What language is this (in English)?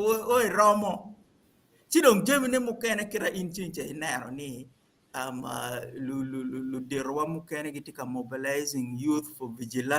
Acoli